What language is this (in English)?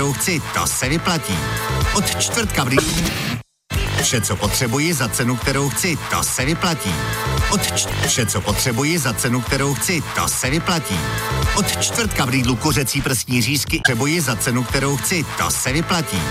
Czech